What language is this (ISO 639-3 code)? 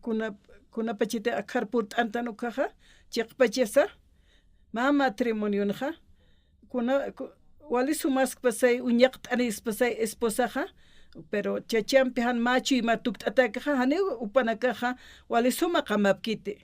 aym